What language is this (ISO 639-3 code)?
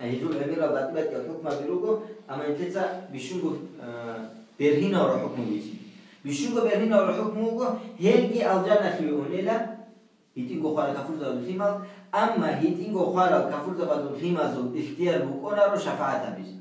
ava